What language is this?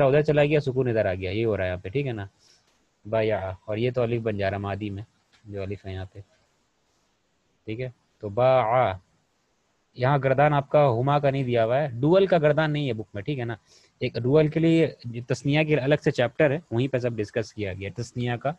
Urdu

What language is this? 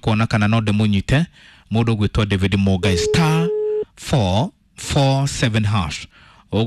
Kikuyu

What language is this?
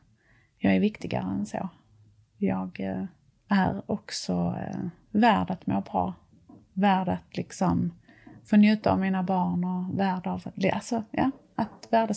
Swedish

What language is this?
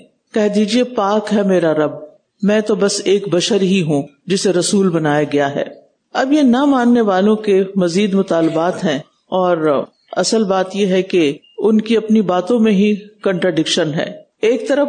Urdu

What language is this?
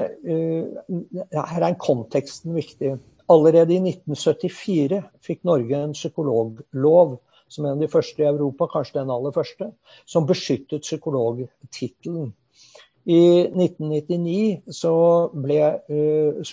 Norwegian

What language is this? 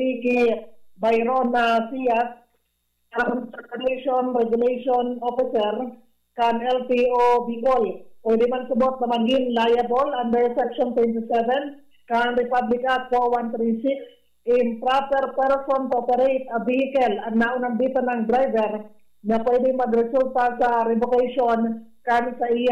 Bikol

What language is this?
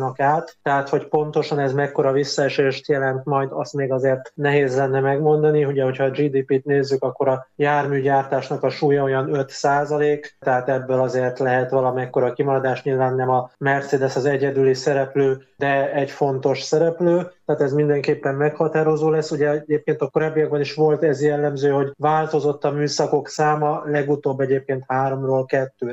Hungarian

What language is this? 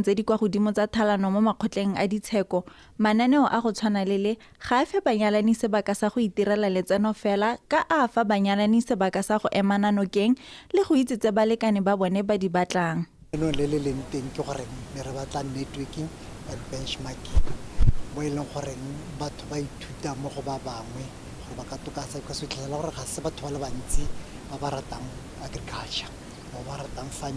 Tswana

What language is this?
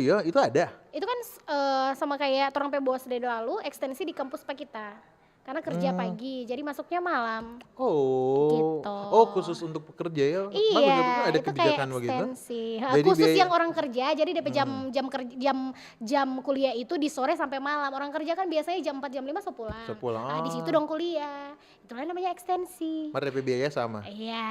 Manado Malay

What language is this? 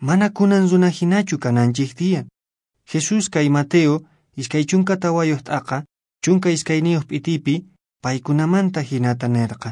Quechua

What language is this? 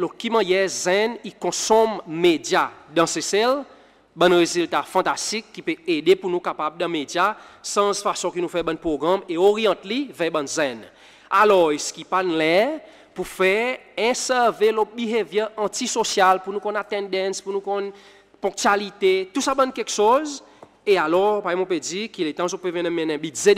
Seselwa Creole French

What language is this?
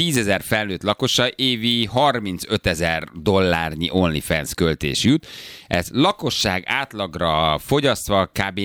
Hungarian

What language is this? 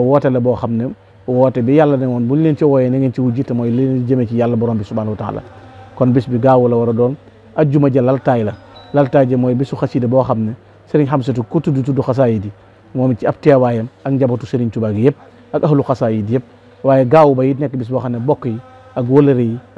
Wolof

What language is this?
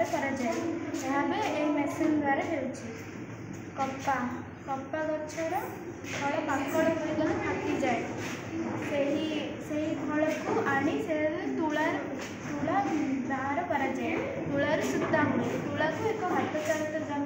Odia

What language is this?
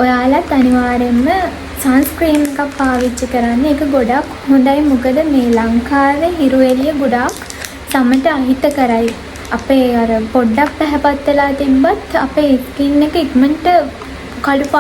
Sinhala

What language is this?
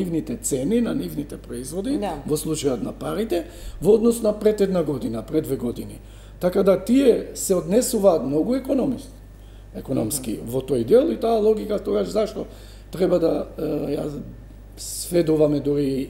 Macedonian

